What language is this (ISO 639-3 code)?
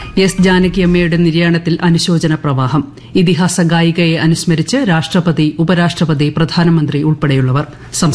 mal